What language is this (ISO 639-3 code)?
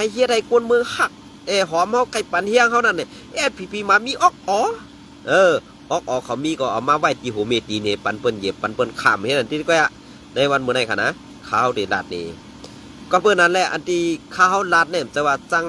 shn